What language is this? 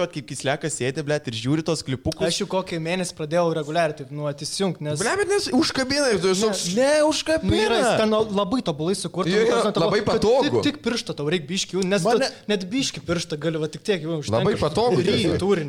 Lithuanian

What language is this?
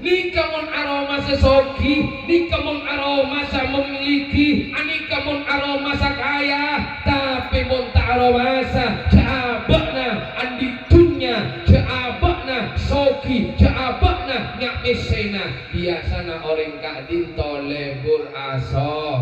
Madurese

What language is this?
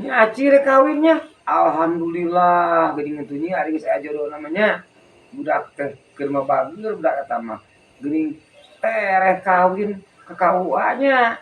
Sundanese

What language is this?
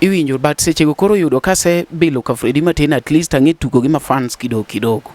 Luo (Kenya and Tanzania)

